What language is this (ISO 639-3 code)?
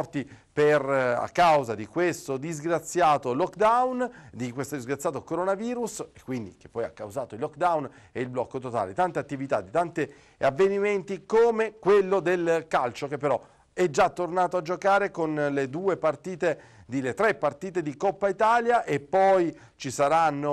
ita